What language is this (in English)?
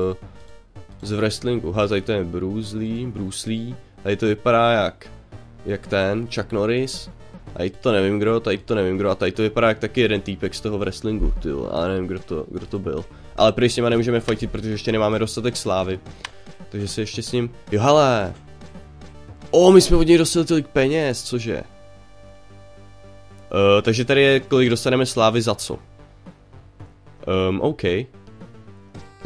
Czech